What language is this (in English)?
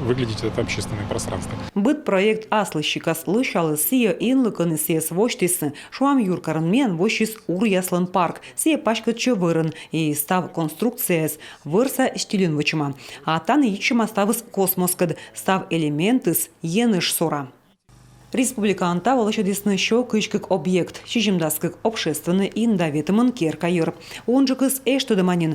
Komi